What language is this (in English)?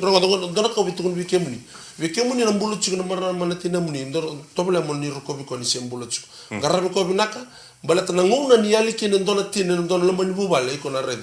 Fijian